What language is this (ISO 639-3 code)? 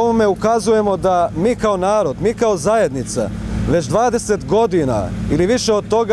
bos